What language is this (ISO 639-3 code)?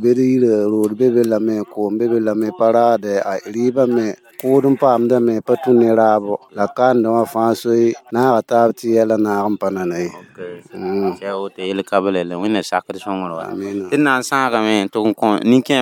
mos